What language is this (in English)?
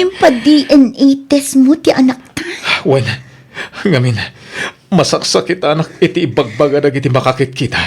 Iloko